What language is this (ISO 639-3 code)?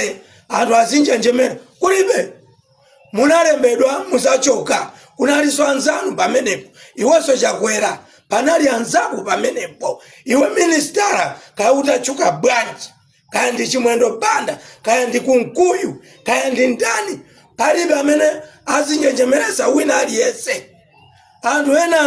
nya